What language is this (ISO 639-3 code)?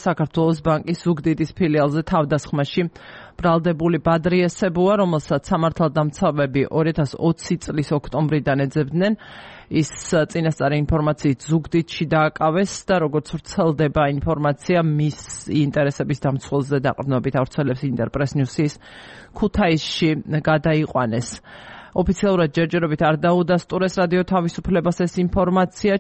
kat